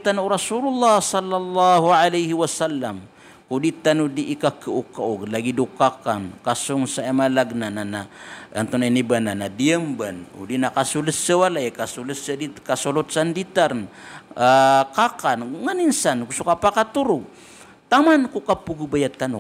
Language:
Maranao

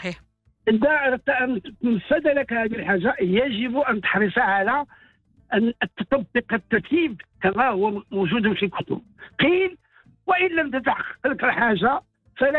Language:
Arabic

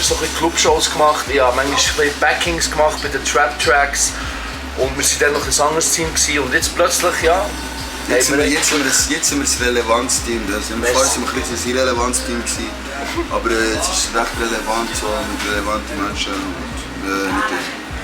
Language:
Swiss German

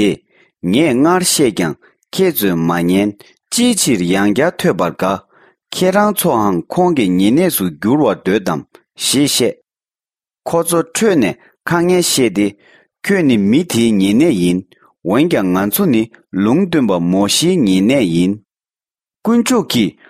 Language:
Tibetan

